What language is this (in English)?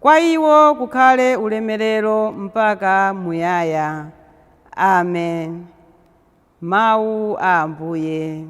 Nyanja